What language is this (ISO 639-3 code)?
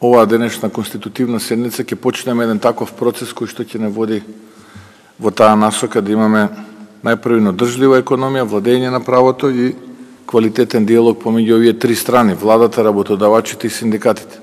mkd